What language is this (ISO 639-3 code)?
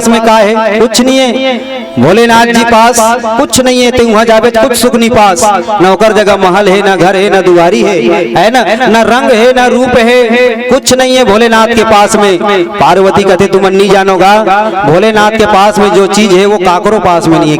hne